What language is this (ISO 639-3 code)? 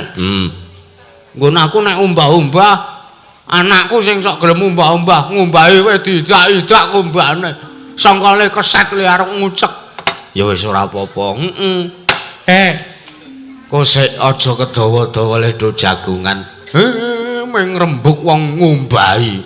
jav